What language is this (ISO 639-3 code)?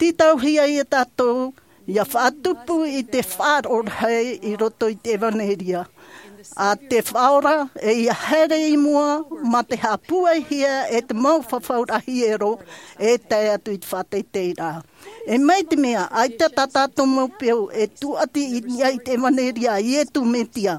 tah